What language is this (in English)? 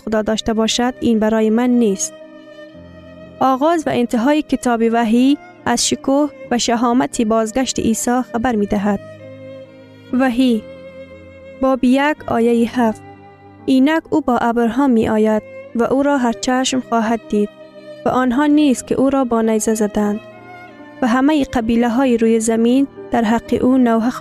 Persian